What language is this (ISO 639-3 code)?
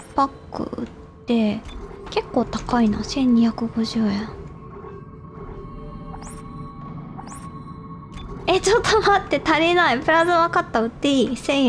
jpn